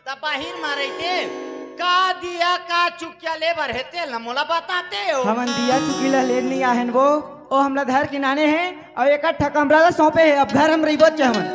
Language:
Chhattisgarhi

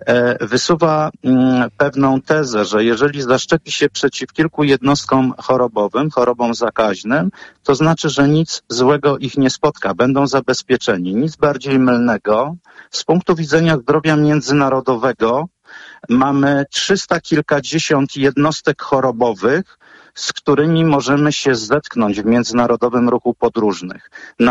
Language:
Polish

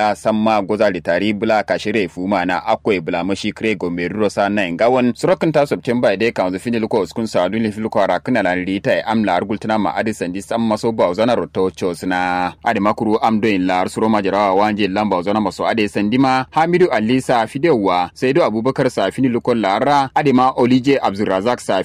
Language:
Kanuri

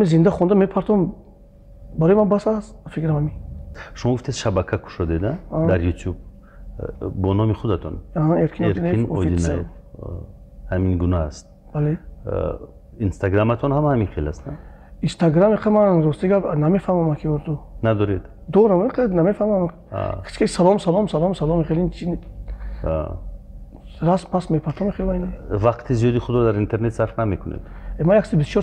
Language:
Tajik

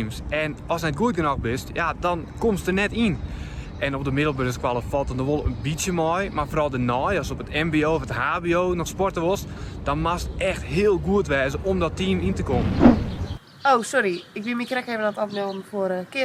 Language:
Western Frisian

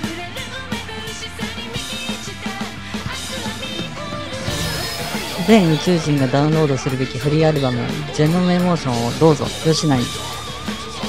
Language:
Japanese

